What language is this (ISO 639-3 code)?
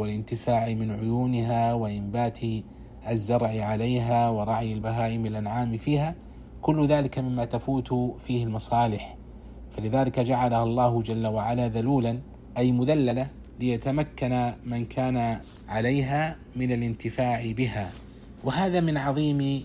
ara